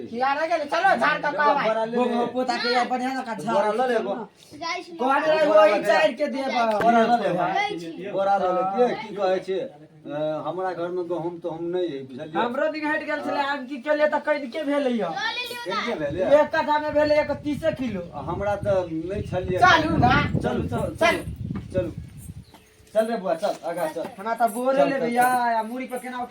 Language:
Maithili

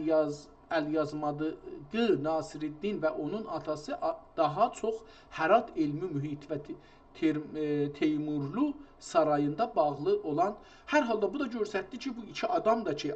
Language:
South Azerbaijani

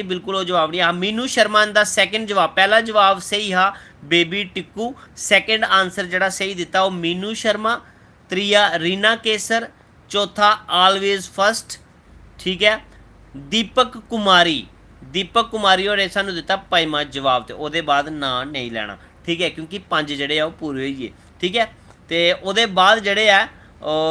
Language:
Dogri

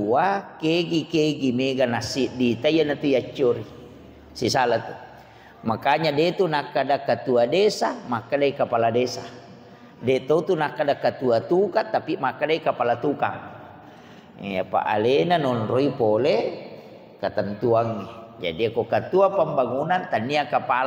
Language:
Buginese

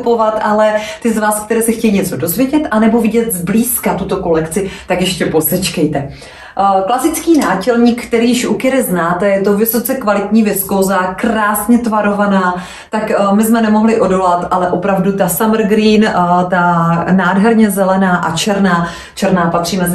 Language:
Czech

